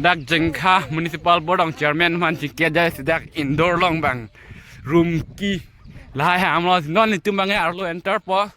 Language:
Karbi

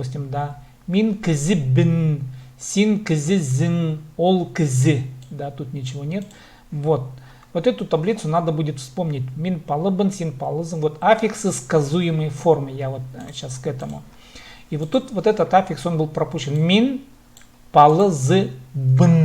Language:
Khakas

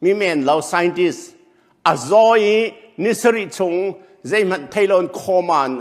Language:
Hakha Chin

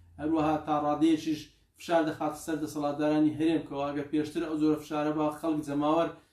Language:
Central Kurdish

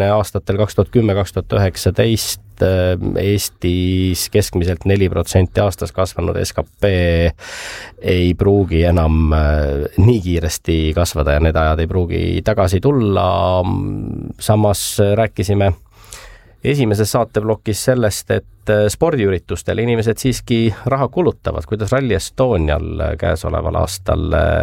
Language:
Estonian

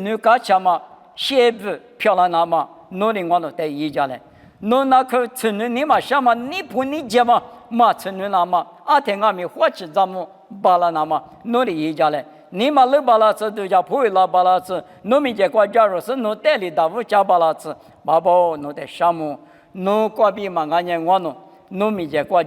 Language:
Lisu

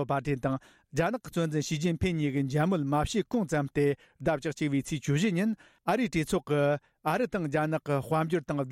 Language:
Tibetan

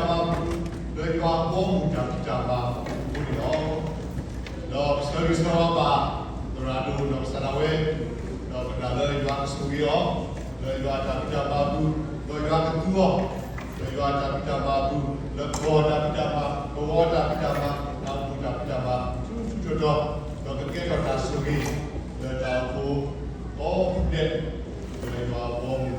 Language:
S'gaw Karen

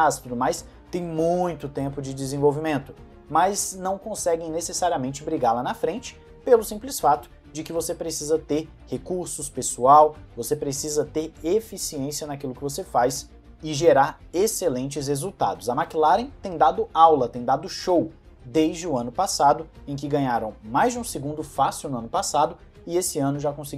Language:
Portuguese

